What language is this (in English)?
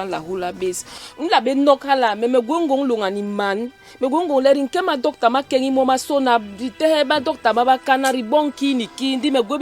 Basaa